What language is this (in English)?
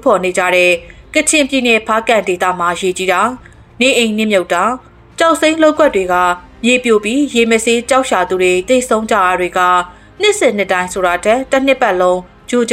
Burmese